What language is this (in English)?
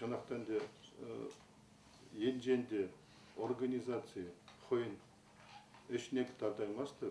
Chuvash